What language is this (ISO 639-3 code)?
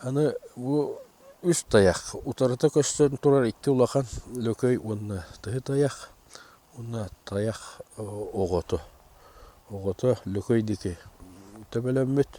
sah